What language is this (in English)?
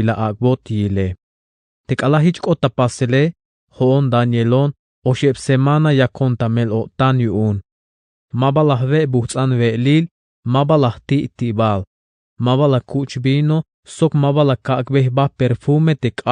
Tzeltal